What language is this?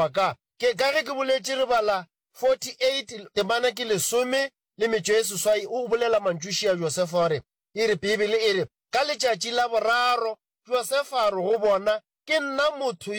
Northern Sotho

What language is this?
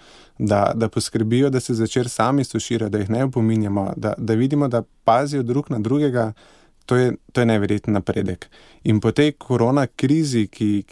Slovenian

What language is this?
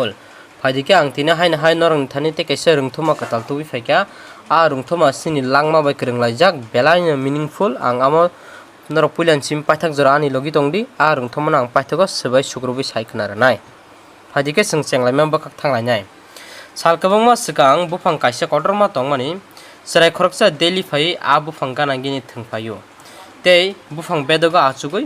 Kok Borok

